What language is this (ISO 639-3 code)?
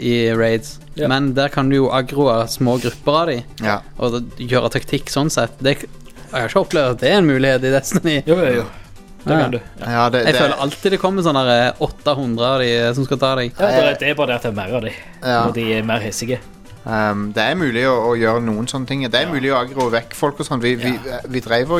nor